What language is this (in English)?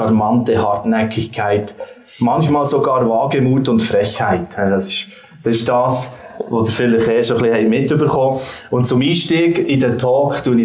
Swiss German